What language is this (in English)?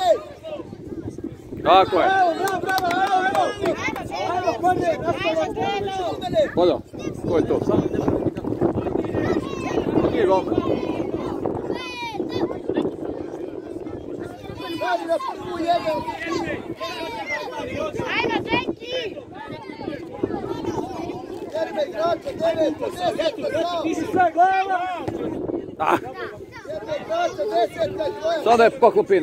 Croatian